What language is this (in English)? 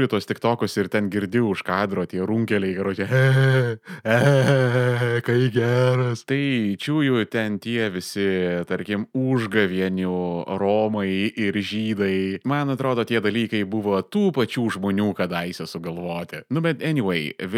Lithuanian